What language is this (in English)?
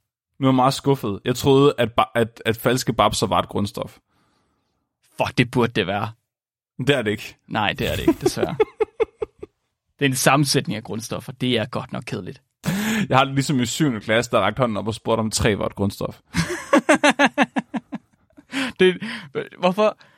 Danish